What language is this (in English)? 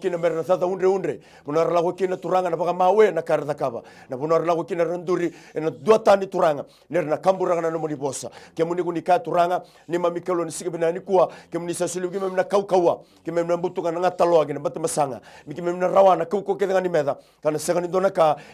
Fijian